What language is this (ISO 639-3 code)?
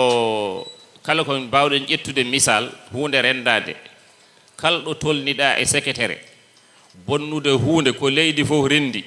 ful